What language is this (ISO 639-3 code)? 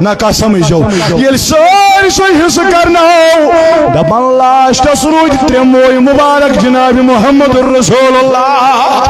kas